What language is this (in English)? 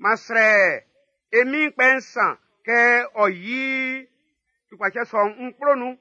Baoulé